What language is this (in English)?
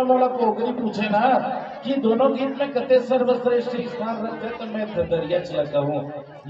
Chhattisgarhi